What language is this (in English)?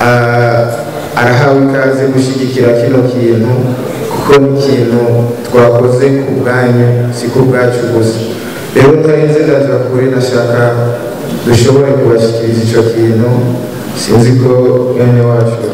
Rundi